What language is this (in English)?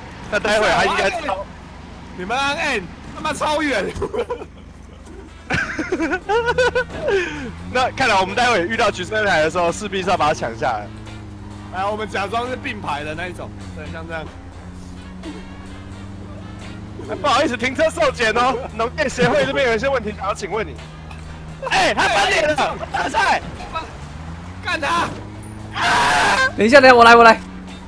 Chinese